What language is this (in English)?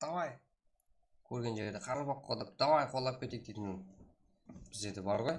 Kara-Kalpak